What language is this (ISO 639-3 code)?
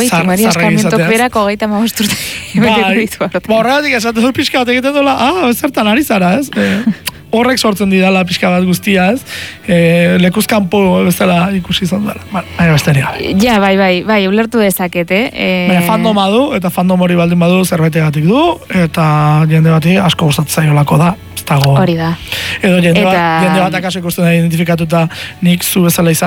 eus